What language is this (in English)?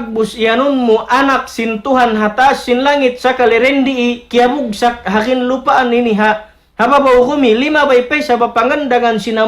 Tausug